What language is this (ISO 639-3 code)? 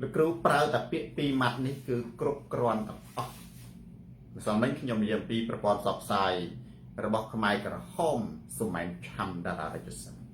khm